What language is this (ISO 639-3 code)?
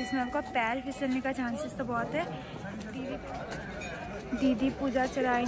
hin